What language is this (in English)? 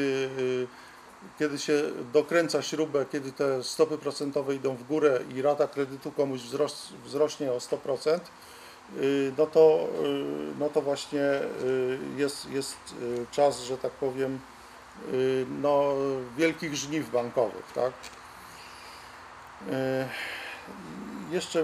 Polish